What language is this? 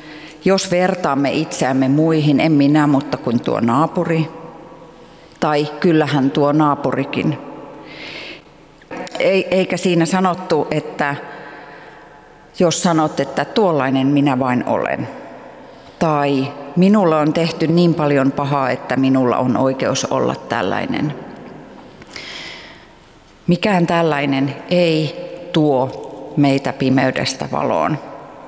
Finnish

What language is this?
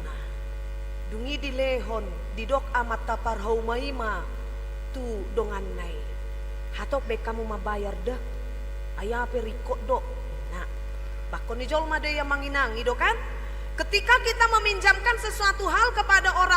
Batak Toba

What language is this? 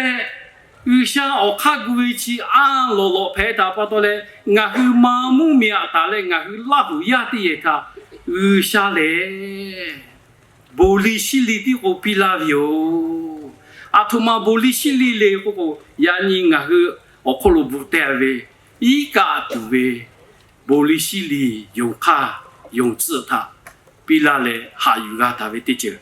Lahu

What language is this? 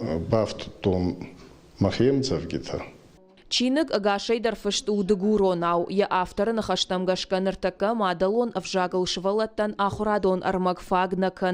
Ossetic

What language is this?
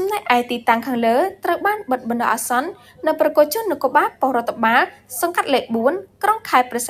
Khmer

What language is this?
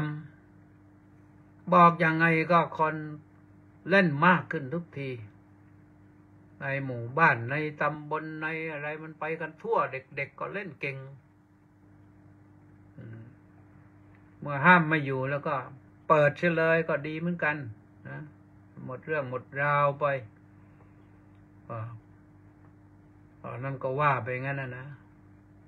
Thai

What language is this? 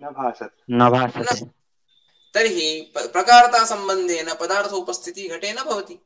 Sanskrit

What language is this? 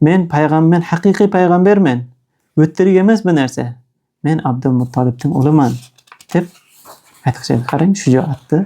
Uzbek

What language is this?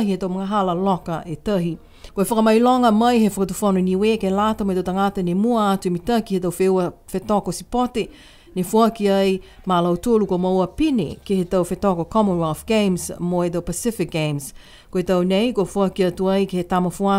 Niuean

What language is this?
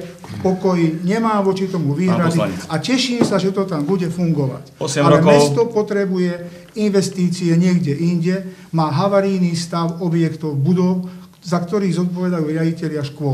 Slovak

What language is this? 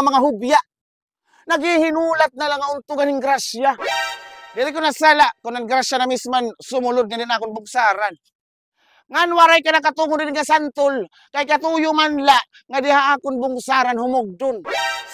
Waray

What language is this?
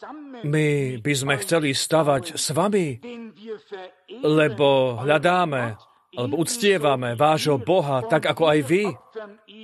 Slovak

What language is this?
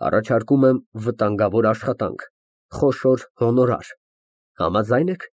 Armenian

